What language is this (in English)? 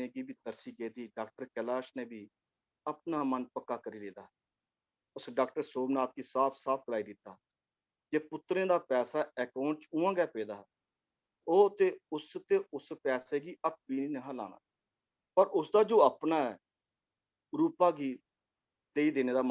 Dogri